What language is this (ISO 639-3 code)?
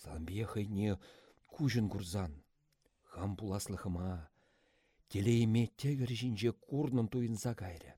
chv